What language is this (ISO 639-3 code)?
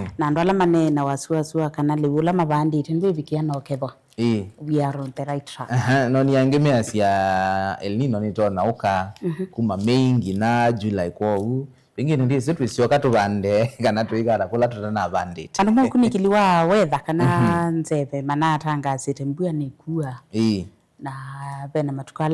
kam